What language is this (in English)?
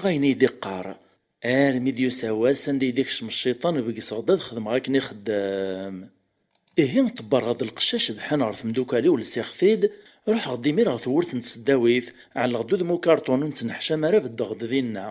Kabyle